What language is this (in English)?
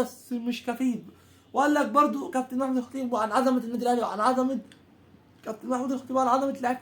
Egyptian Arabic